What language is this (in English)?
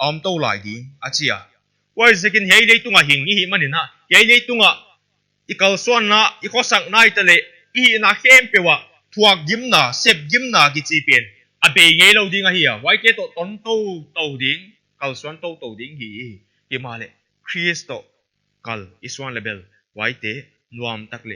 Paite Chin